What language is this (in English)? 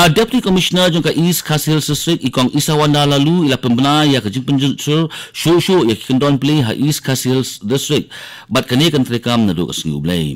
Khasi